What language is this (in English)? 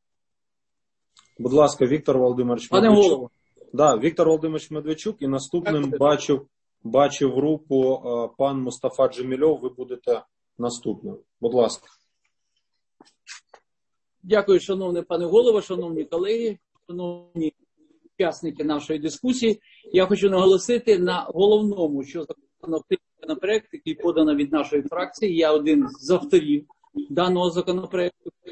Ukrainian